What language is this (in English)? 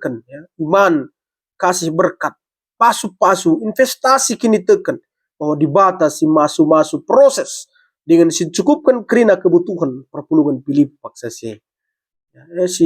Batak Karo